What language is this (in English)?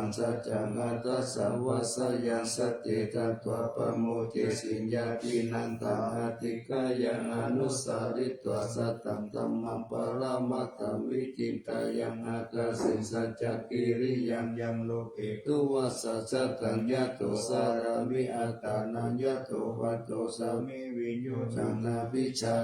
Pali